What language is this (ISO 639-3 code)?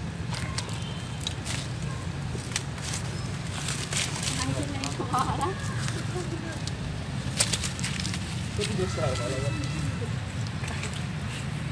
ell